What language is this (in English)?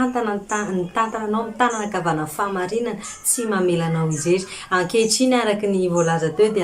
Malagasy